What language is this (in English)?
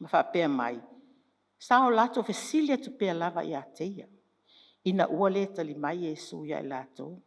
Samoan